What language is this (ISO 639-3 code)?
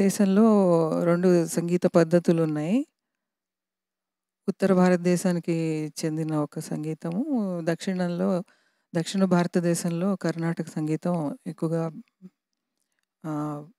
tel